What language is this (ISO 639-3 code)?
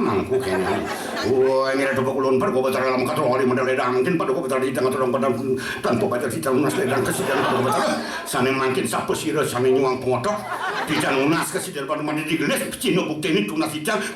ban